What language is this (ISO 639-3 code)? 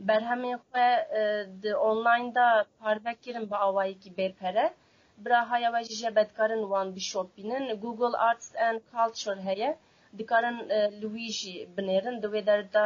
kur